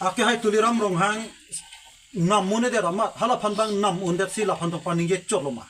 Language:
Karbi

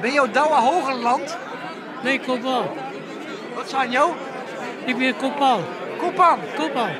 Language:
Western Frisian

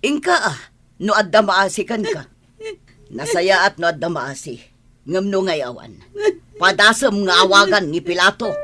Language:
Iloko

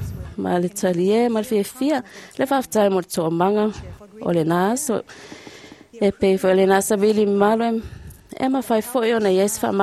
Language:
Samoan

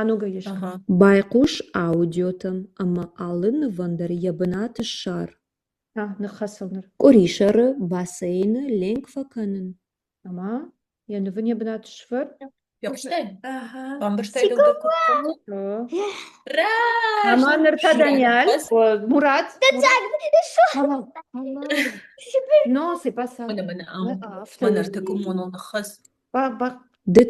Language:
Ossetic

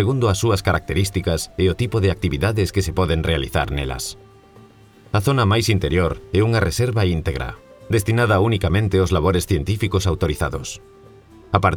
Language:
Galician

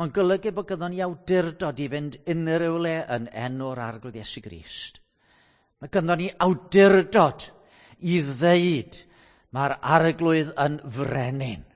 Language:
Welsh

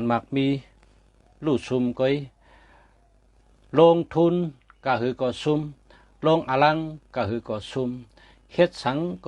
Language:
Shan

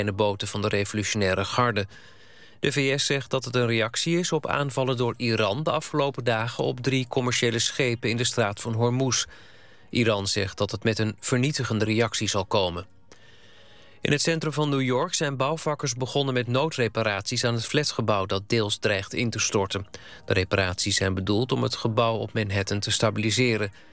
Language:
Dutch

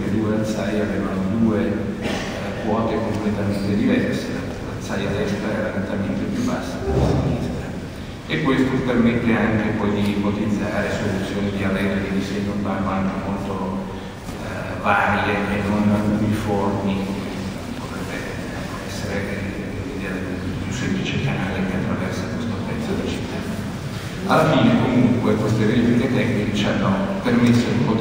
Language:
Italian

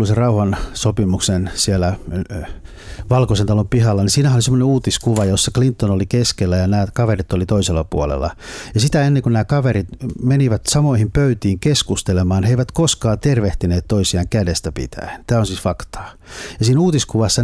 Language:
Finnish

